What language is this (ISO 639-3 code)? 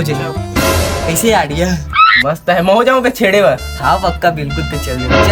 hne